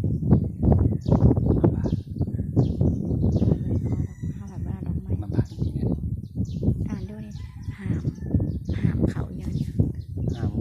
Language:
Lao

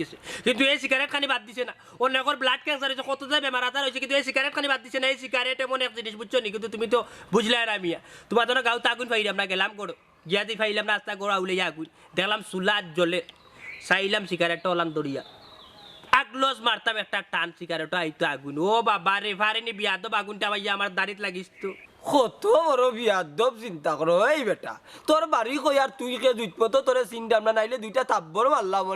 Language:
Sylheti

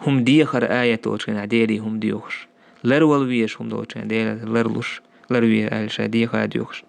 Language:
Chechen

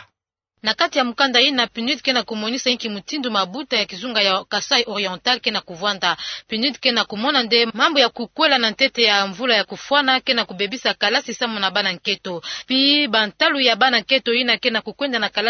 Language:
Kituba (Democratic Republic of Congo)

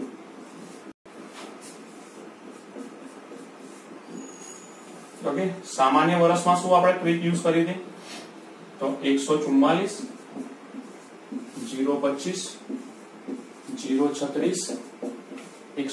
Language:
Gujarati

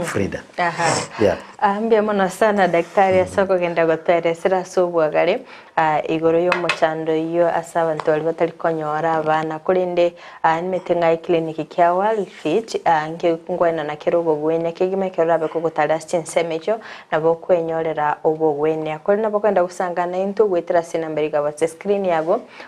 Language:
Gusii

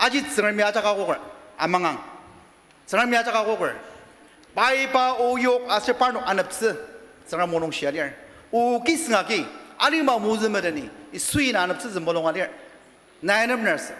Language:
Ao Naga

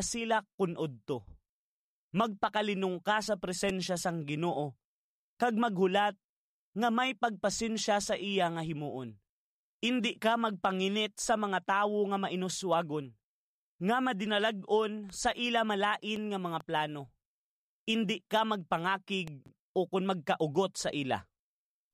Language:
Hiligaynon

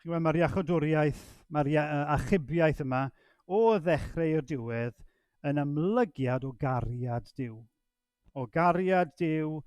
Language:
Welsh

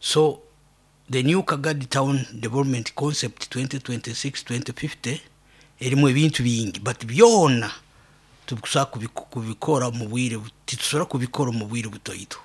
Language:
Nyoro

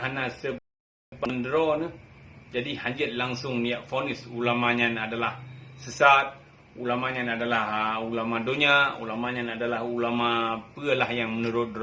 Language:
Achinese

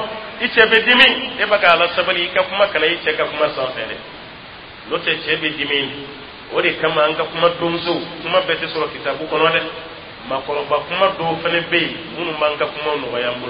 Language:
Dyula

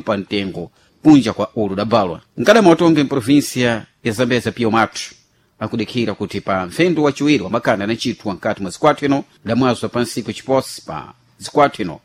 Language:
Sena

